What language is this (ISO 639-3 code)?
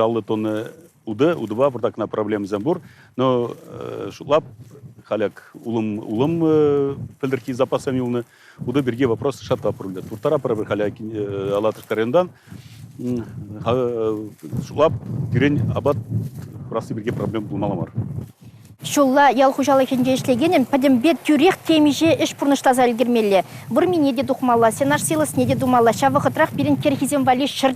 chv